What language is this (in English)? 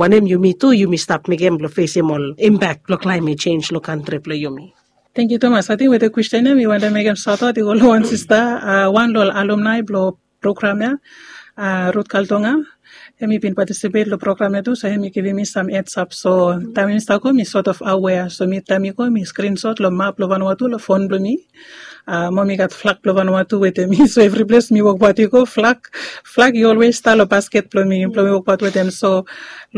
Bislama